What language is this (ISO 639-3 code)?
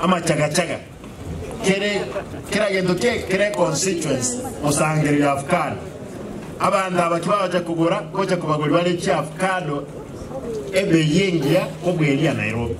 guz